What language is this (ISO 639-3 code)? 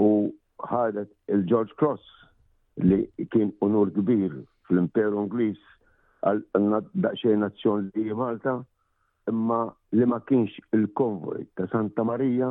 mlt